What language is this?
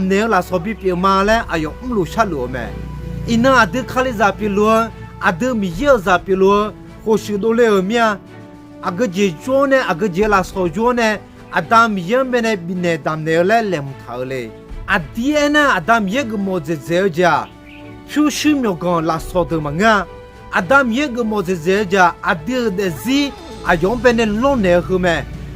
Akha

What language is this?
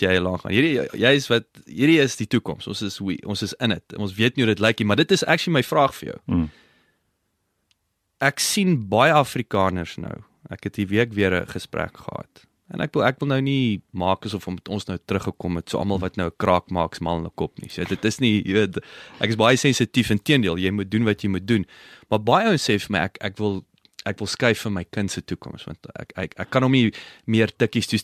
Afrikaans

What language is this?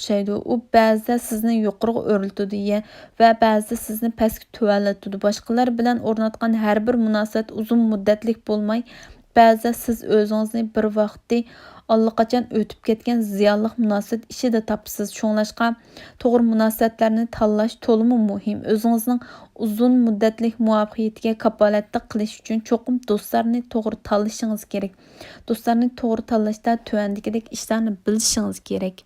Uyghur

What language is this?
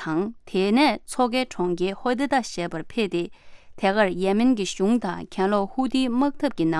Tibetan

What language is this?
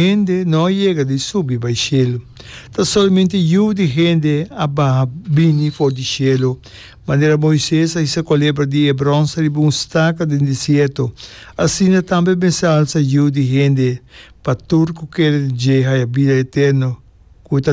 Papiamento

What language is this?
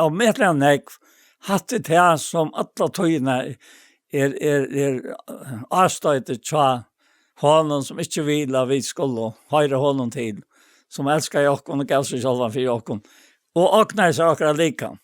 Faroese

